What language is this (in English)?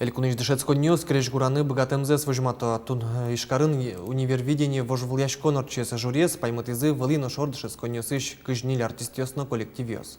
Udmurt